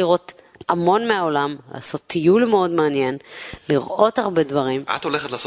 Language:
Hebrew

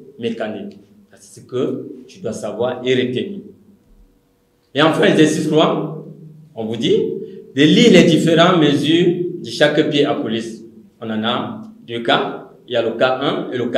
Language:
French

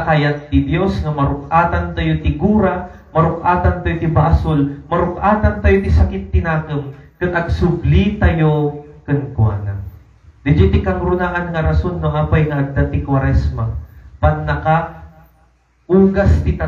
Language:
Iloko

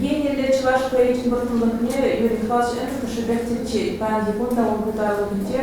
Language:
Chuvash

